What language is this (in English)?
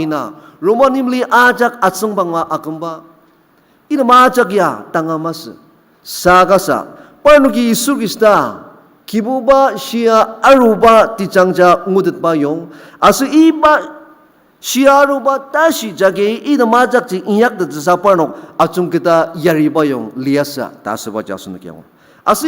Ao Naga